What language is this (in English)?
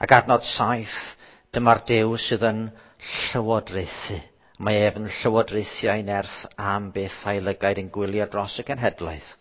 Welsh